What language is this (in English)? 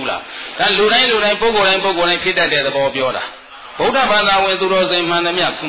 Burmese